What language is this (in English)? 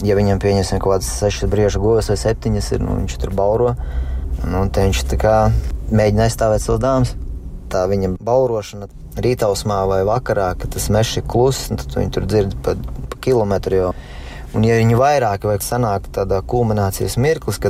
Latvian